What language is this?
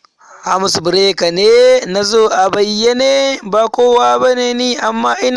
Hausa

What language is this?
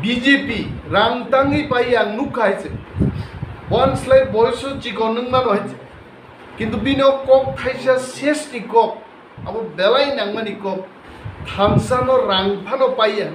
Riang (India)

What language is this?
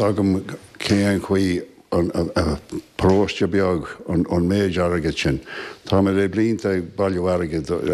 Irish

